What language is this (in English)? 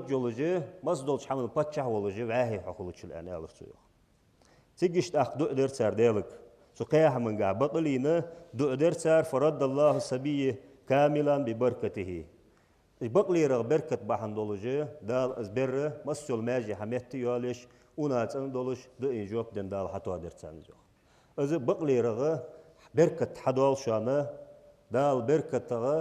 Ingush